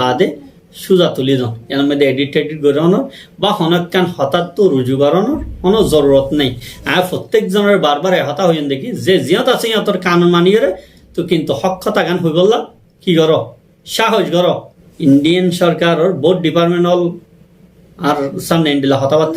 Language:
Rohingya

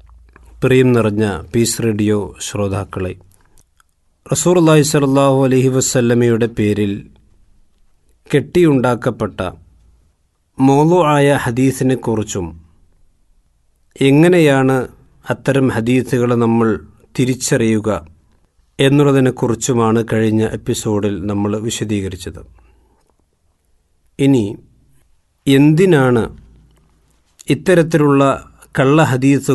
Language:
Malayalam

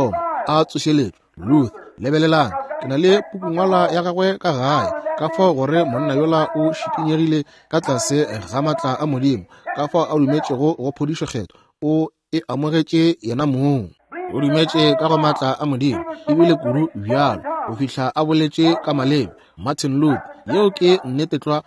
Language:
Northern Sotho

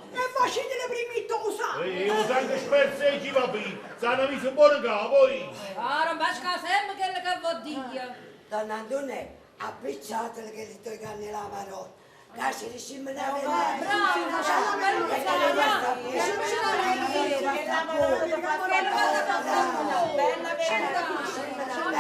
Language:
Neapolitan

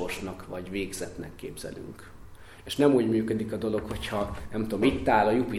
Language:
Hungarian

